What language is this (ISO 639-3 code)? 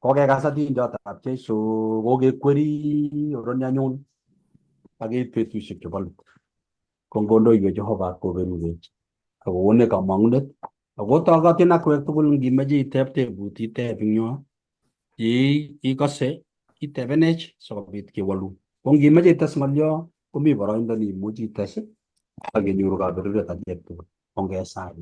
kln